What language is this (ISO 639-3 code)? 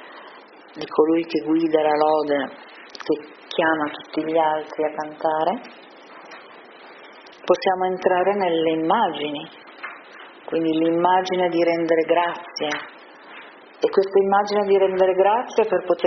ita